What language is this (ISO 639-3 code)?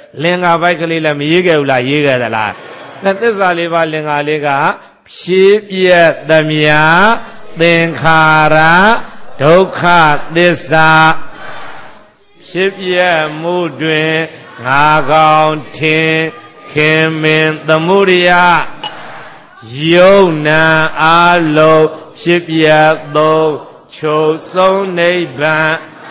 mya